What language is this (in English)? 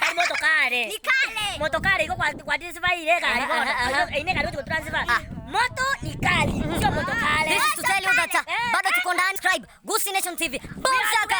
Gusii